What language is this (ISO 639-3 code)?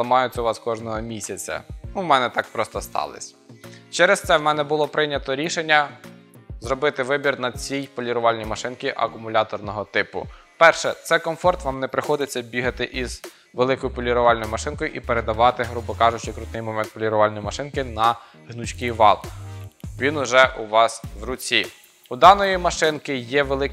ukr